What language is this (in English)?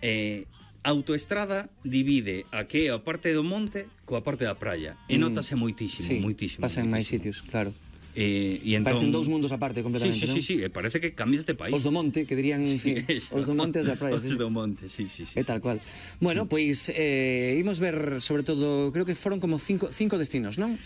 Galician